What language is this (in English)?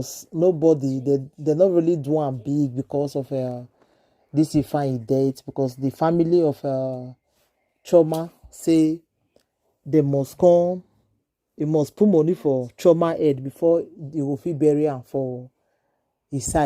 Nigerian Pidgin